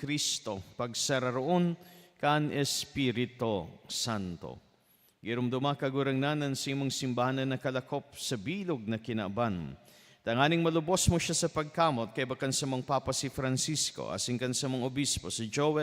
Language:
Bikol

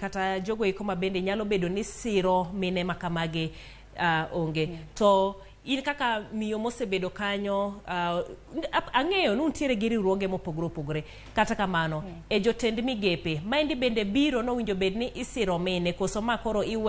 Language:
Luo (Kenya and Tanzania)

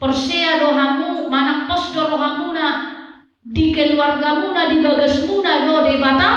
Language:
Batak Toba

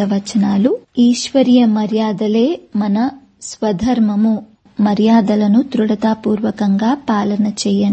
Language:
Telugu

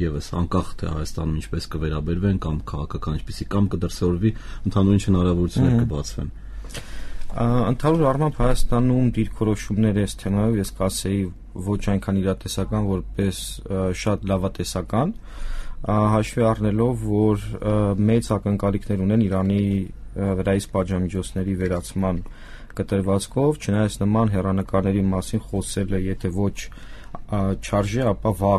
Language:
Armenian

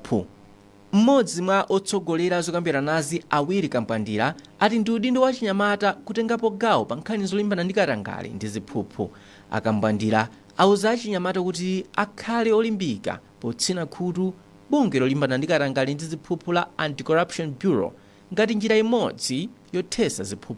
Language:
Nyanja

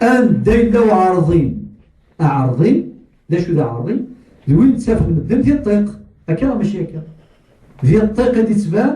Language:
Kabyle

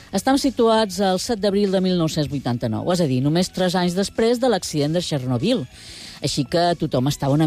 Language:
Catalan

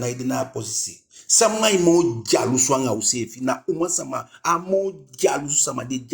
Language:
Eastern Maroon Creole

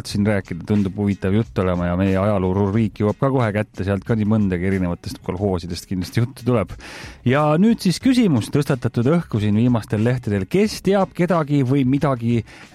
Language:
Estonian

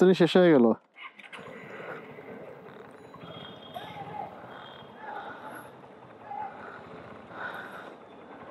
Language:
Bangla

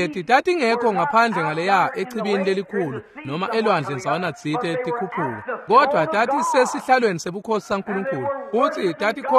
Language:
Swati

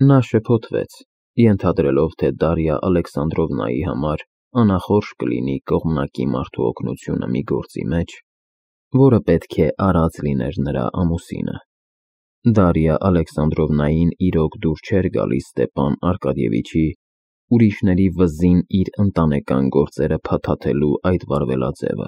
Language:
Armenian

